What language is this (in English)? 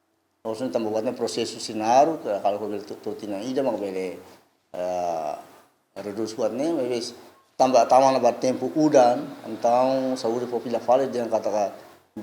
Tetum